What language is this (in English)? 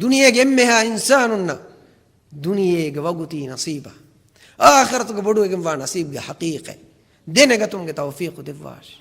Divehi